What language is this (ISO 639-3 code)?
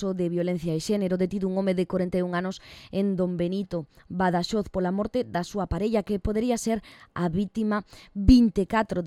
glg